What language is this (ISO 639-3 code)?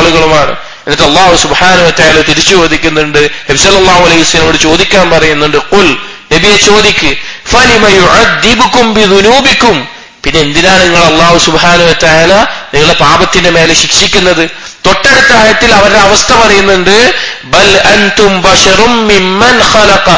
mal